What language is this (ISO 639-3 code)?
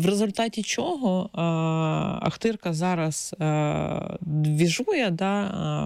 ukr